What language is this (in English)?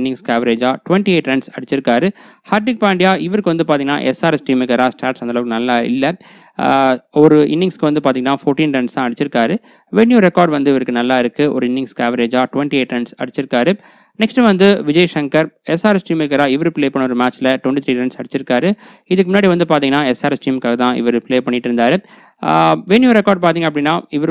Tamil